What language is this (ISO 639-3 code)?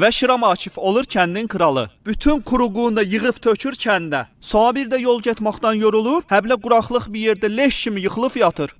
aze